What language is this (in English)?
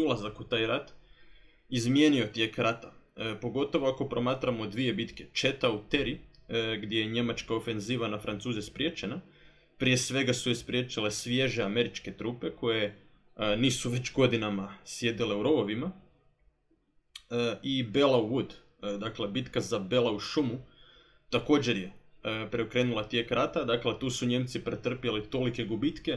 Croatian